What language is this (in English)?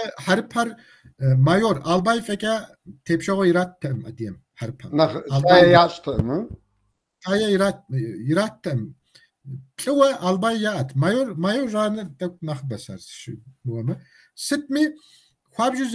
Kabardian